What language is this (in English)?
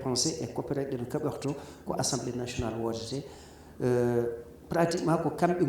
Fula